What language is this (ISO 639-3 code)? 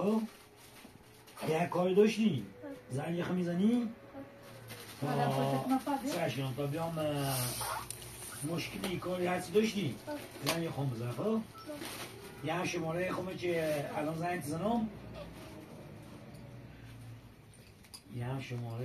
fas